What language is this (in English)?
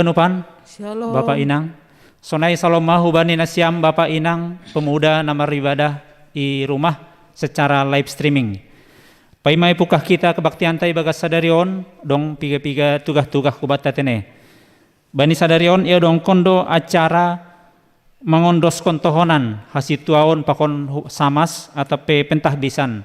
Batak Simalungun